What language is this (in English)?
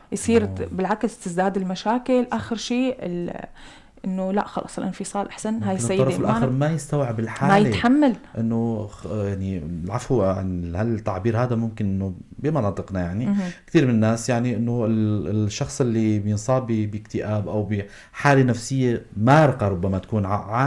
North Levantine Arabic